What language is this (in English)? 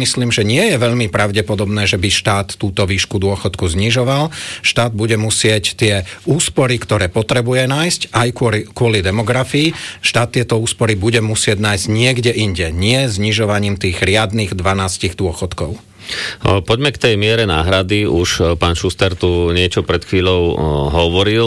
Slovak